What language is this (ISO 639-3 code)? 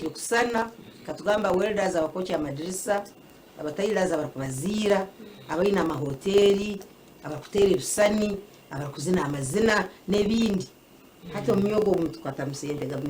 nyn